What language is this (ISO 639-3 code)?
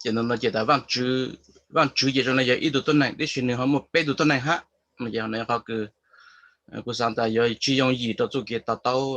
hmn